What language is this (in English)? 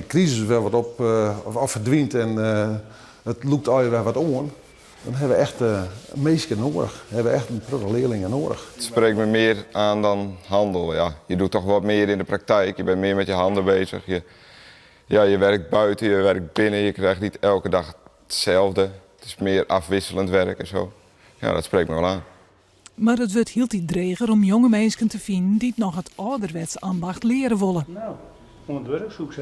Western Frisian